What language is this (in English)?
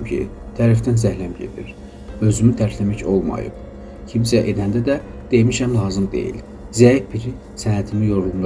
Azerbaijani